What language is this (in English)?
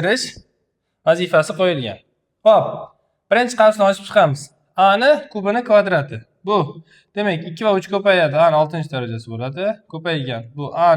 Uzbek